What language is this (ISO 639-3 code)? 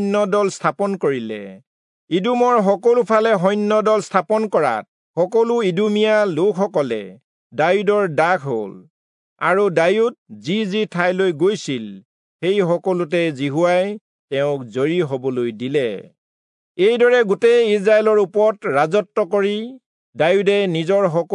asm